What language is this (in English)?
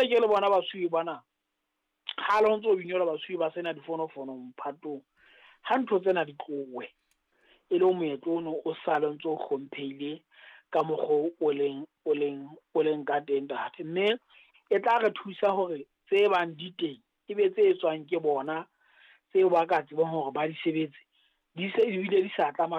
Southern Sotho